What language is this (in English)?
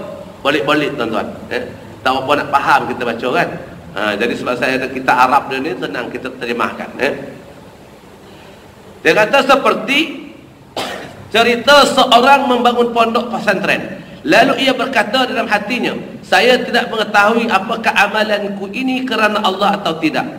Malay